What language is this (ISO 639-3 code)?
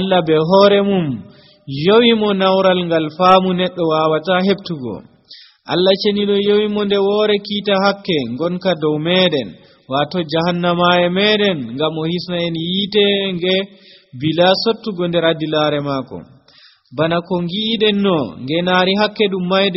fuv